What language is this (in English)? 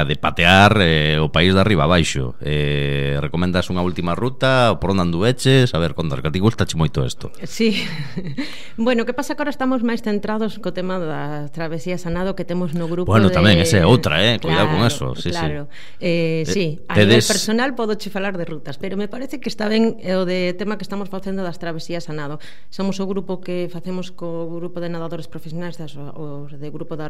Galician